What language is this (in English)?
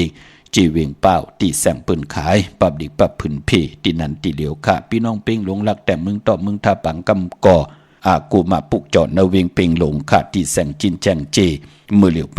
Shan